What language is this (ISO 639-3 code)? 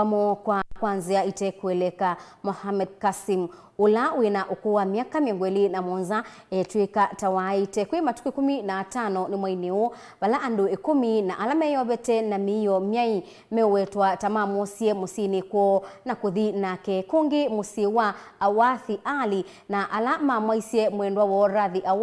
kam